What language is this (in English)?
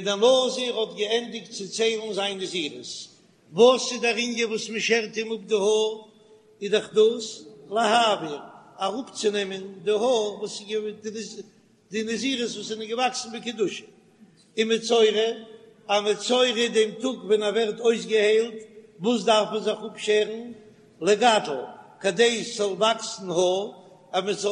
Yiddish